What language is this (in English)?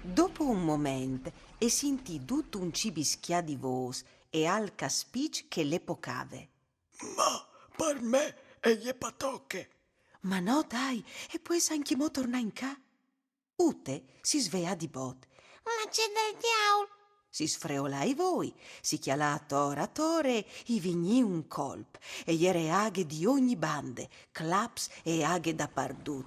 Friulian